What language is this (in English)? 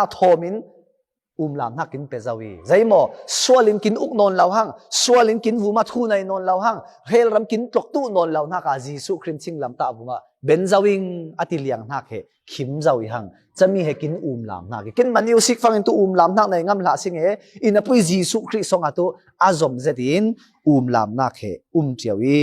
Falam Chin